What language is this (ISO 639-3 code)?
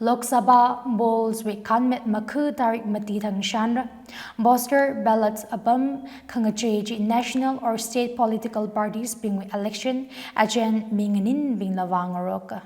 nmf